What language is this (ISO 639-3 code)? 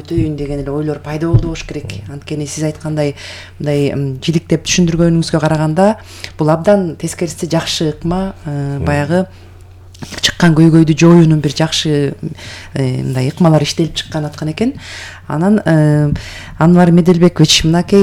kir